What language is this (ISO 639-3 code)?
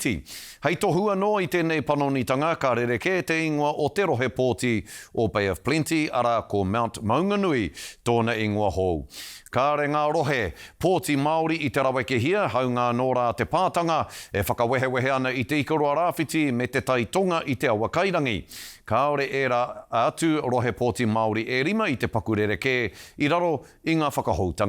mri